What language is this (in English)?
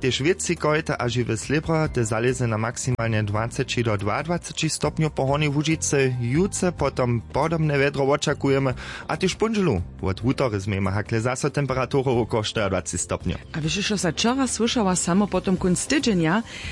Upper Sorbian